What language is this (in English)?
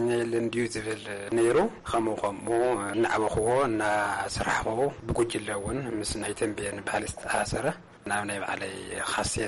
Tigrinya